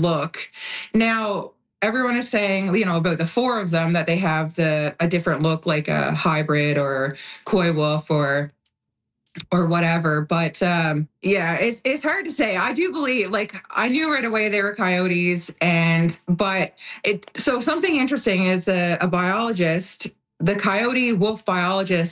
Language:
English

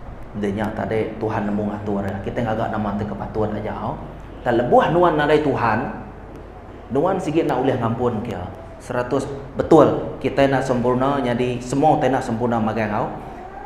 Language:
Iban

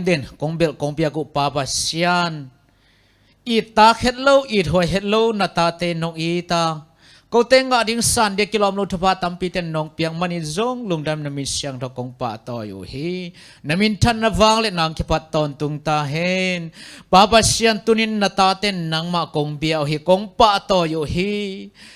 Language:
Tedim Chin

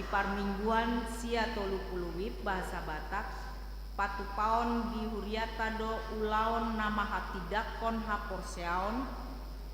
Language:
Batak Toba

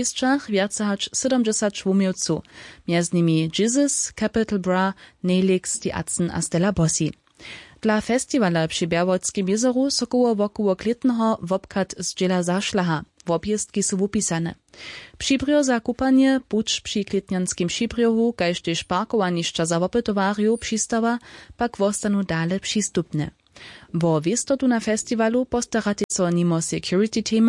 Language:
Upper Sorbian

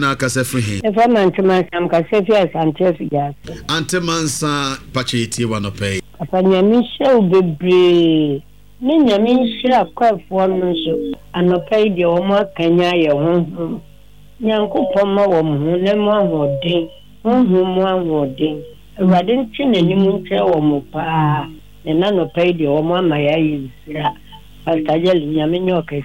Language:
Akan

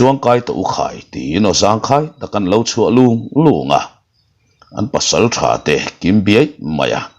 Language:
Mizo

